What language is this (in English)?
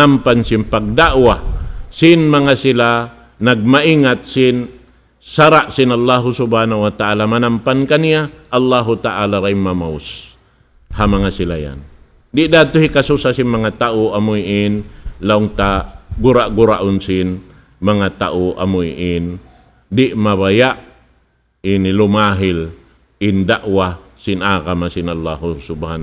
Tausug